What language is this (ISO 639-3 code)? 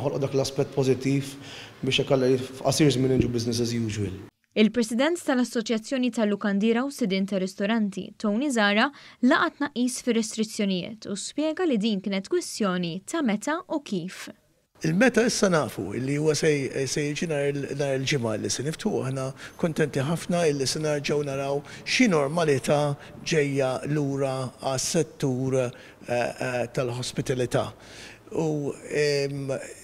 mlt